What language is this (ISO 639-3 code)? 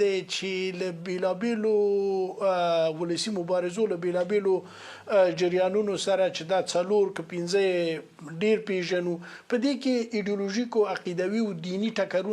pus